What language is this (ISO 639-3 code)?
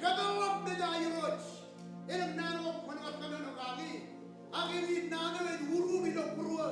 mah